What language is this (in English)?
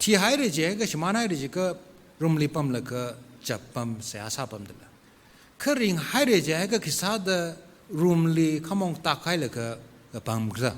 Tangkhul Naga (India)